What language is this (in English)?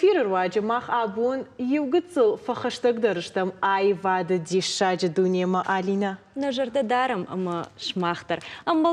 Ossetic